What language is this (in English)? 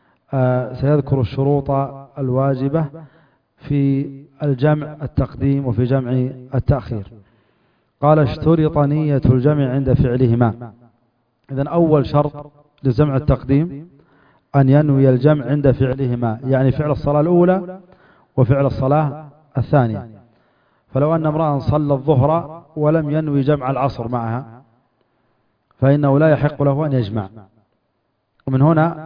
Arabic